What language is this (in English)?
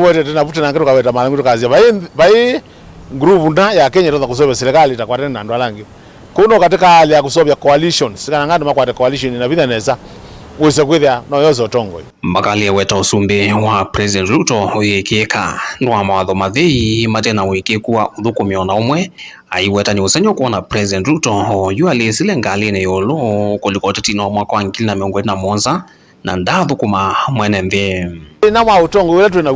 Kamba